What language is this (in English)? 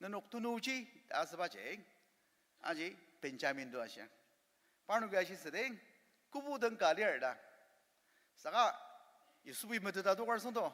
Ao Naga